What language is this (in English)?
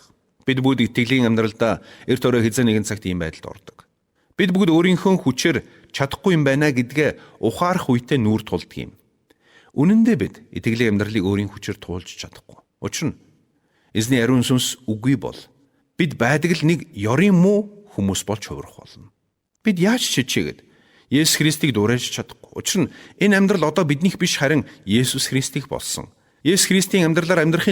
Mongolian